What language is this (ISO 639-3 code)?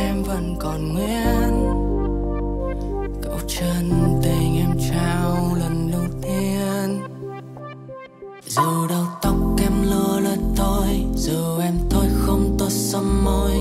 vie